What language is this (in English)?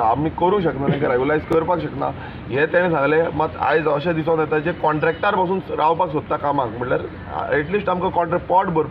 Konkani